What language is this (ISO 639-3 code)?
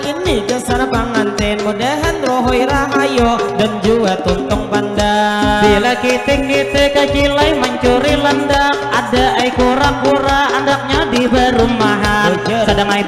bjn